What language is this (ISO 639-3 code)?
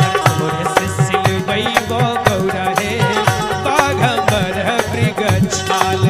mag